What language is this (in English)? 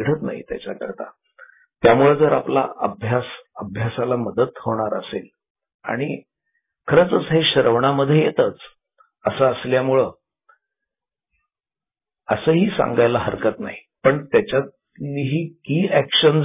Marathi